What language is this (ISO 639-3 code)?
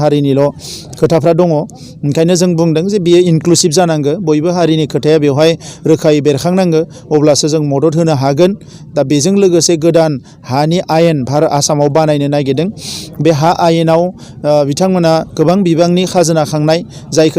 brx